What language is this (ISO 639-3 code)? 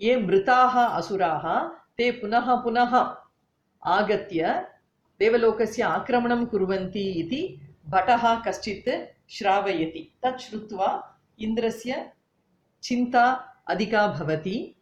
san